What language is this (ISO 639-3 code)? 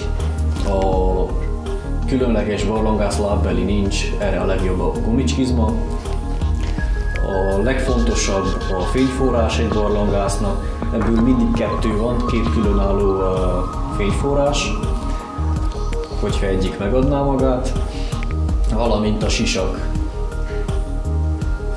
hun